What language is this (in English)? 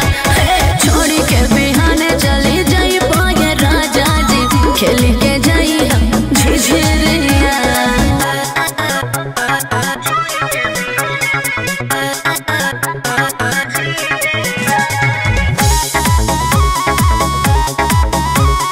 Bhojpuri